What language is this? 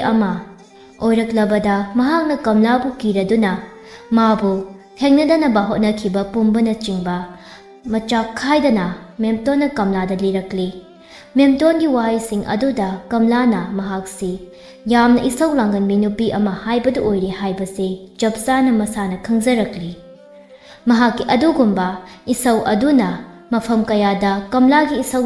Manipuri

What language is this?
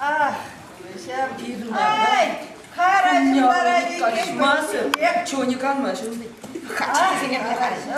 Chuvash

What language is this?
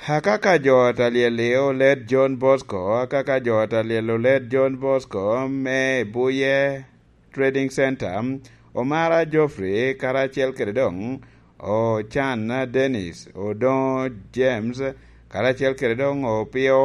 Lango (Uganda)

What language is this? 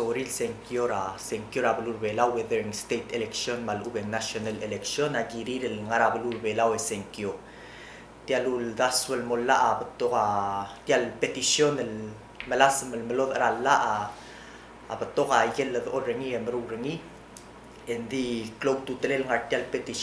Palauan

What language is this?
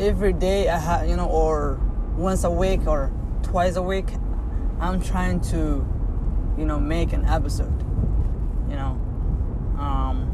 English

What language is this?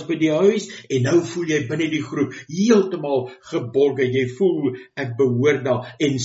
Afrikaans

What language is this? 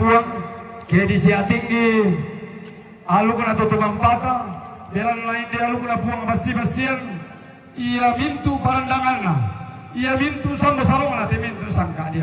Toraja-Sa'dan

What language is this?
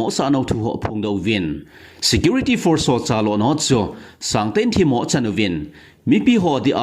Thado Chin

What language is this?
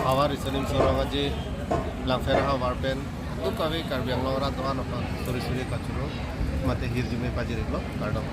Karbi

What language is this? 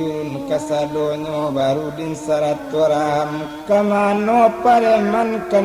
Minangkabau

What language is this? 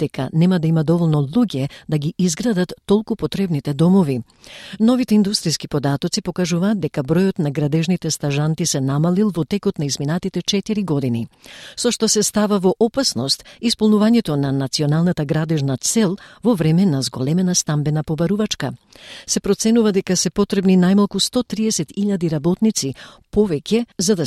Macedonian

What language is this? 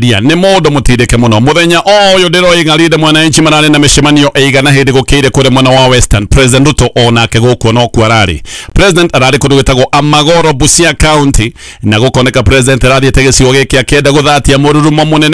Kikuyu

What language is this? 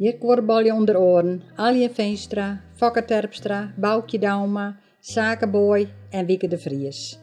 Western Frisian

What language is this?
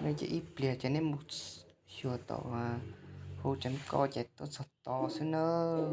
Hmong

